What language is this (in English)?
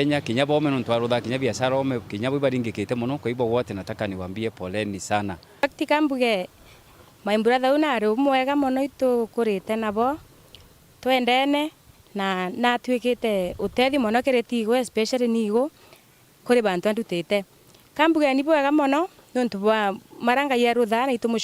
Meru